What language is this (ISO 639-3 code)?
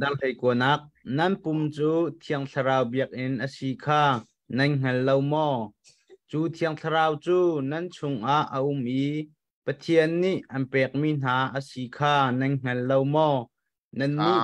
cnh